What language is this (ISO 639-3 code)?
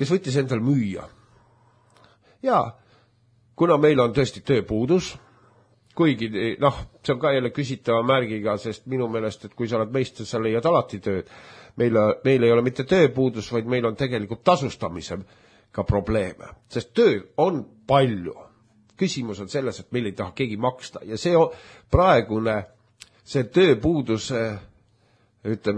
est